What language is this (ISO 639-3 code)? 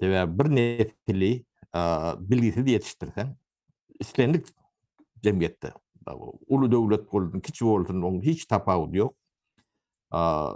tuk